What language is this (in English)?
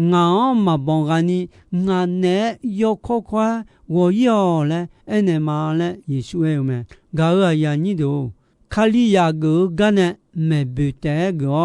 Akha